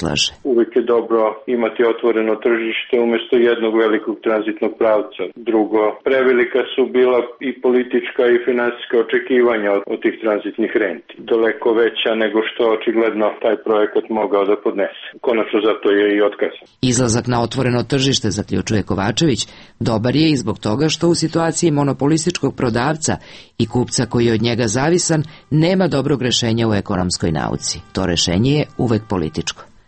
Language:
Serbian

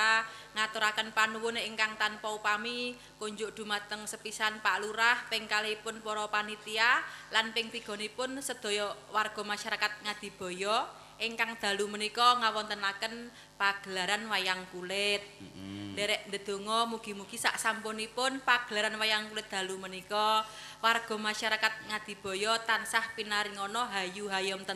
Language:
Javanese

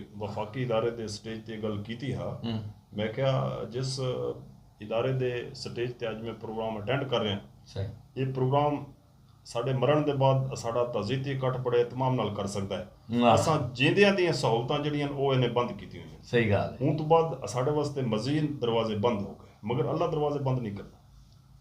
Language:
Saraiki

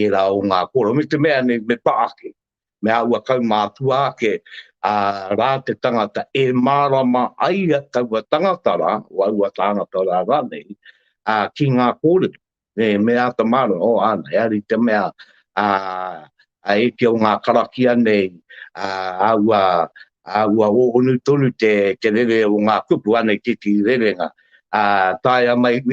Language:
Māori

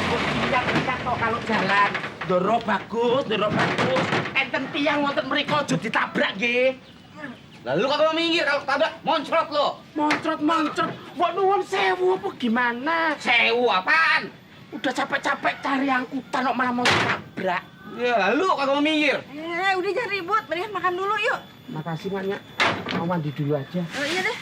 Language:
Betawi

